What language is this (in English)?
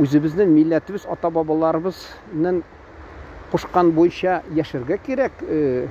Tatar